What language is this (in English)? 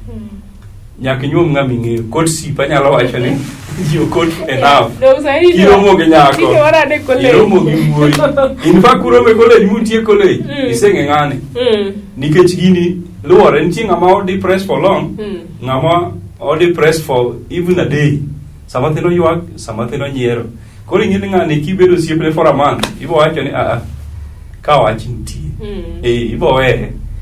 Luo (Kenya and Tanzania)